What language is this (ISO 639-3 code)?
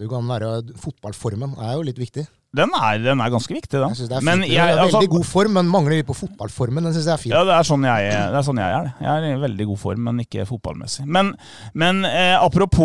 nor